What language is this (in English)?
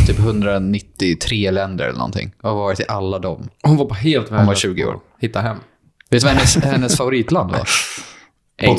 Swedish